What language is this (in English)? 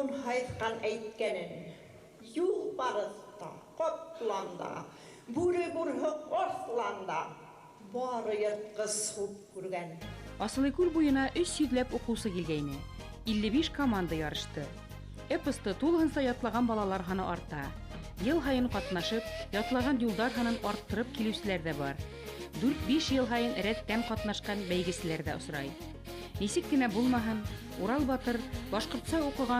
Bashkir